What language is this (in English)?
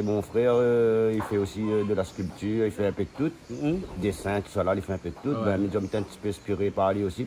Réunion Creole French